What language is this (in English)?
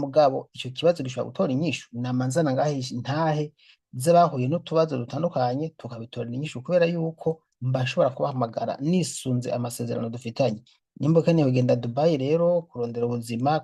Rundi